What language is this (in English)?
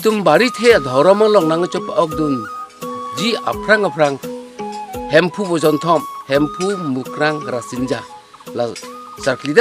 Karbi